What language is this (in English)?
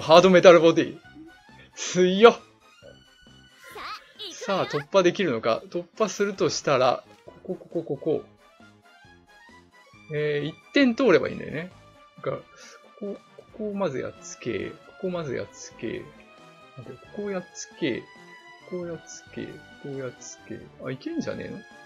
Japanese